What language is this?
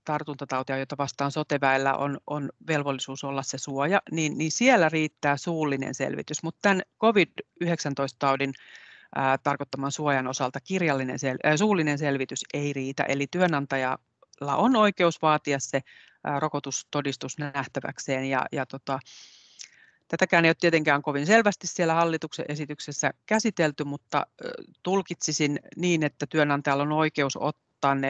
Finnish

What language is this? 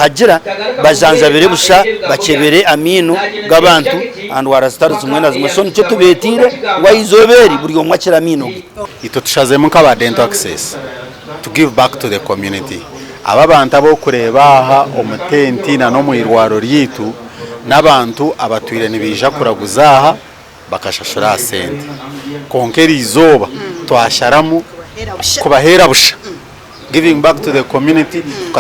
Nyankole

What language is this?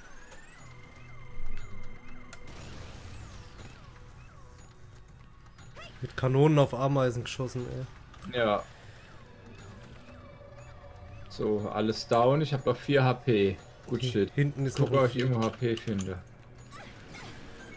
German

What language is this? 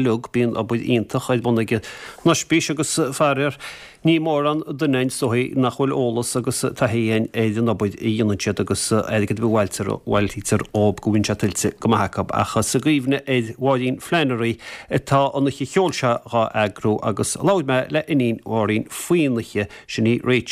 Irish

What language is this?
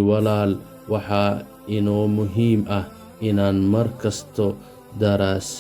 Somali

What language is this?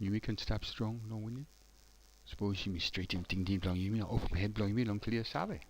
Tok Pisin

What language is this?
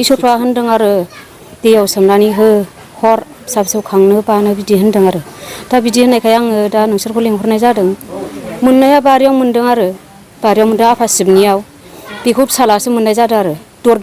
Bodo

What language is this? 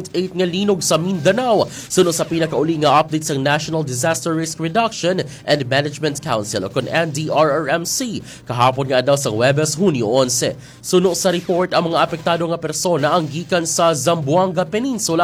Hiligaynon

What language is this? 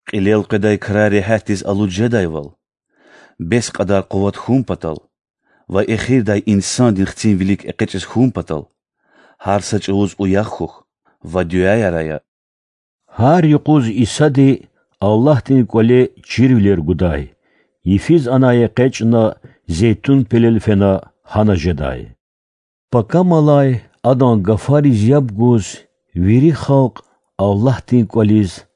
Lezghian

